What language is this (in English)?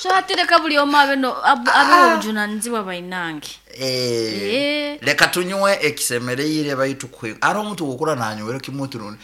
Nyoro